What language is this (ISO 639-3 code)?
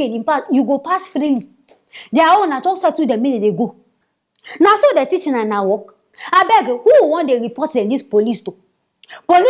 pcm